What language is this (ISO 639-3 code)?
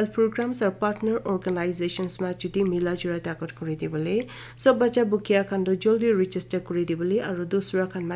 nag